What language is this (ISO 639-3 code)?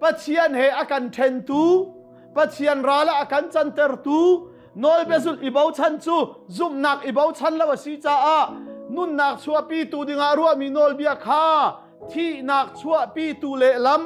cnh